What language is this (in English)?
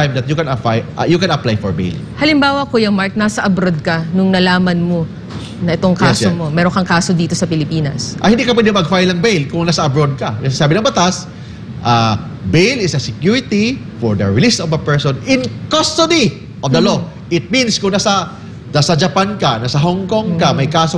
Filipino